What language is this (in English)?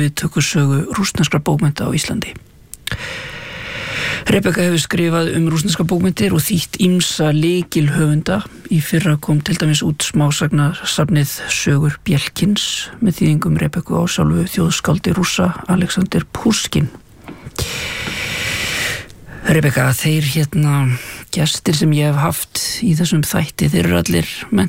Icelandic